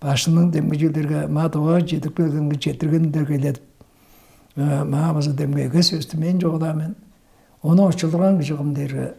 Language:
Tuvinian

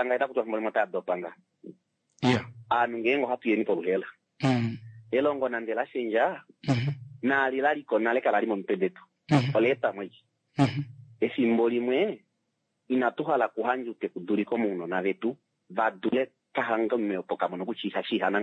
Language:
Kuanyama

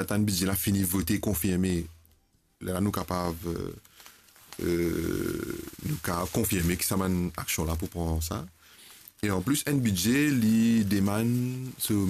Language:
Morisyen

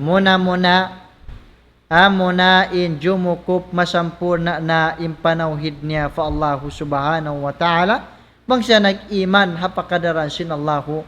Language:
Tausug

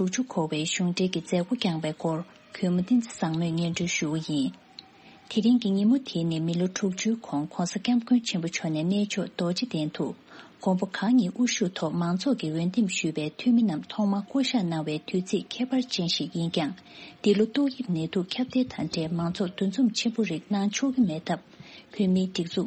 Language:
Tibetan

